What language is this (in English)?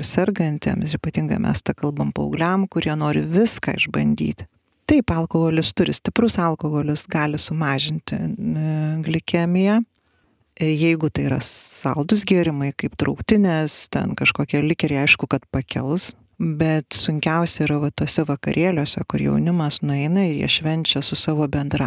Lithuanian